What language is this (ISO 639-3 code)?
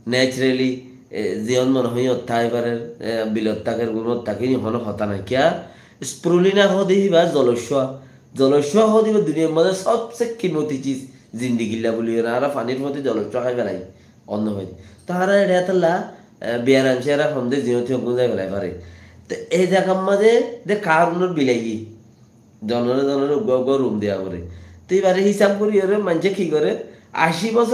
rhg